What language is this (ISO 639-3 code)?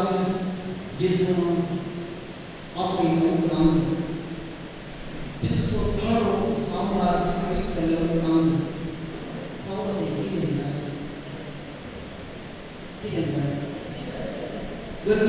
kok